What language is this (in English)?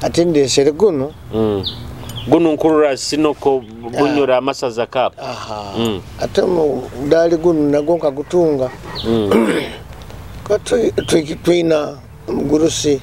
Nyoro